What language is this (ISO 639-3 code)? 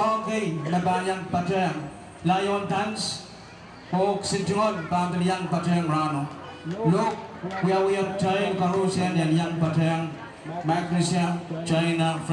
pon